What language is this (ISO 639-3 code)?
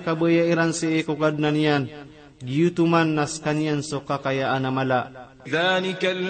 mrw